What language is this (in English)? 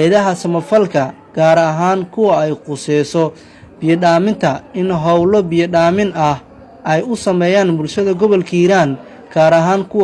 Somali